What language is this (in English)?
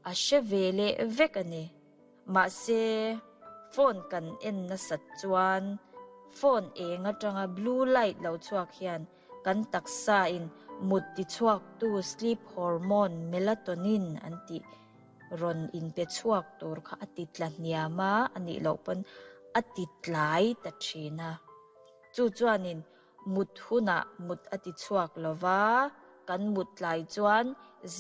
Mizo